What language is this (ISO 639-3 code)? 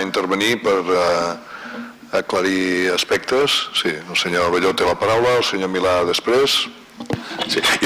cat